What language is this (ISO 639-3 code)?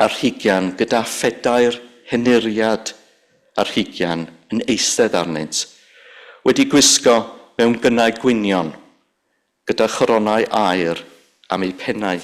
cym